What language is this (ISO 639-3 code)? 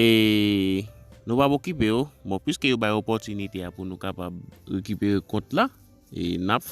hat